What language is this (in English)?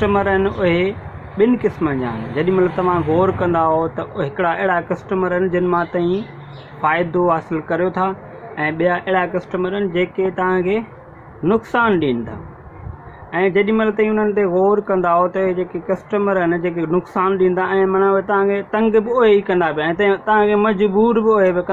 Sindhi